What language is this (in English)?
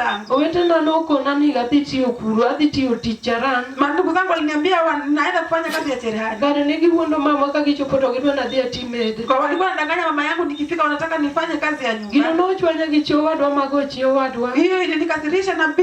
Luo (Kenya and Tanzania)